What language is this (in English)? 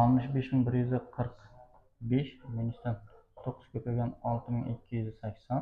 Uzbek